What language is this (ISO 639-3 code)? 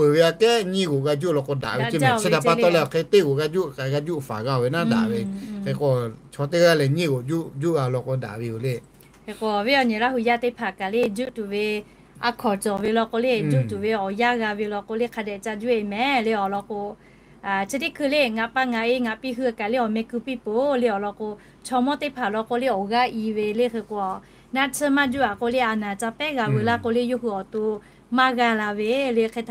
lhu